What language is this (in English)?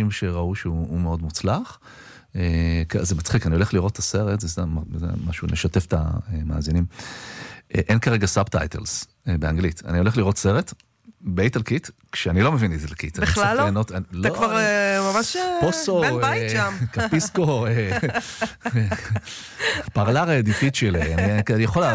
Hebrew